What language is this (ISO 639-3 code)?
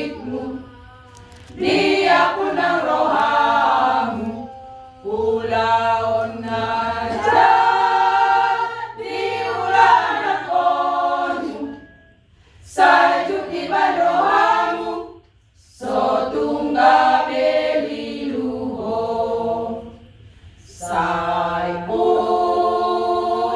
bbc